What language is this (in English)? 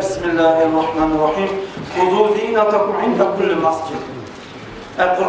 Kumyk